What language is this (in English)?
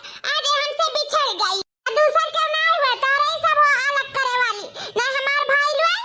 Awadhi